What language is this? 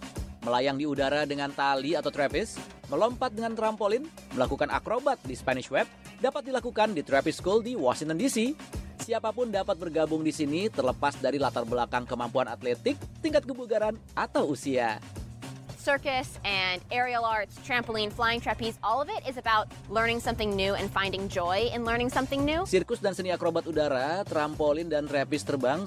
Indonesian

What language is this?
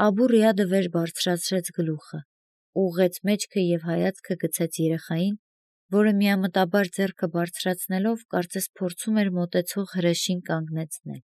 Armenian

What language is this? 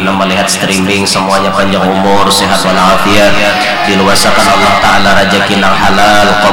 Banjar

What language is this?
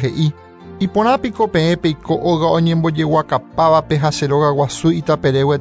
Guarani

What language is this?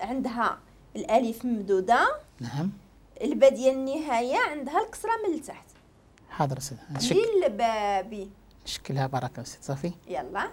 Moroccan Arabic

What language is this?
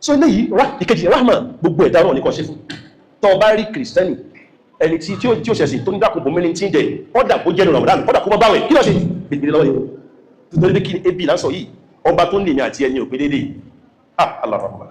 Yoruba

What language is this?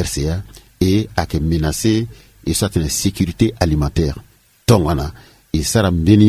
Sango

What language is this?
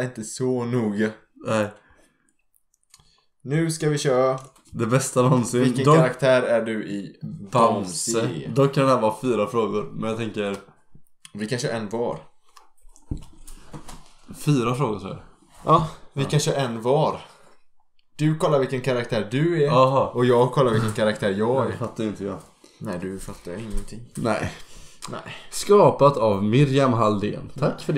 Swedish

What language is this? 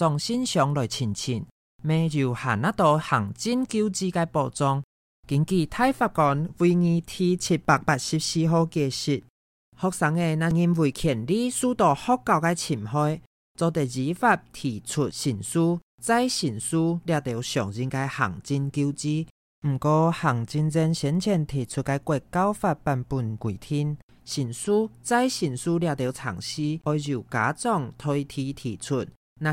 Hakka Chinese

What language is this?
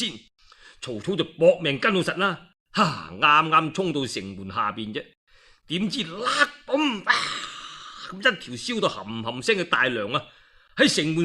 Cantonese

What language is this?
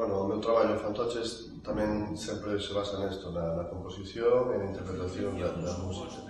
Galician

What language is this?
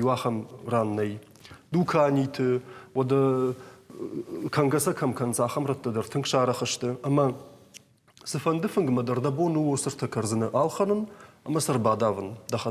Ossetic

